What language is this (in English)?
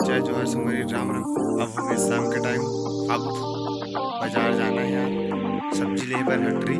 Chhattisgarhi